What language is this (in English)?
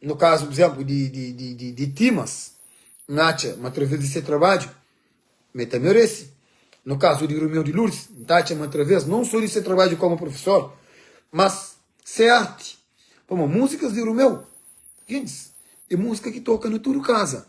Kabuverdianu